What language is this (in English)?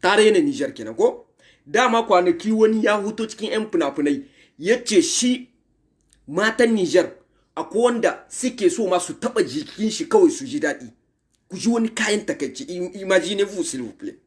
Hausa